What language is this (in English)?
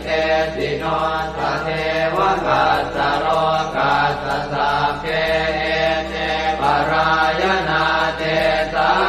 Pali